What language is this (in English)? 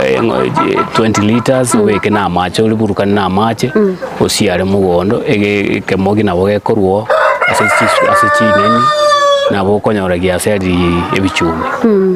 Gusii